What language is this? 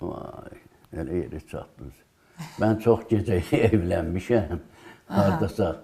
Azerbaijani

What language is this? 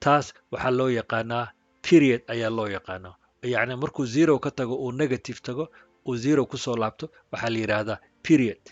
Somali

